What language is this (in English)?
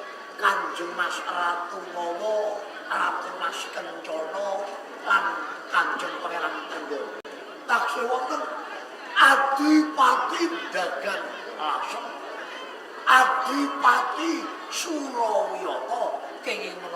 Javanese